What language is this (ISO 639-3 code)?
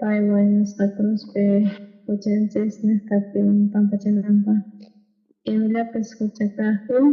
quh